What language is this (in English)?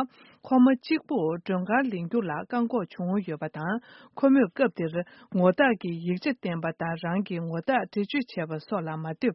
Tibetan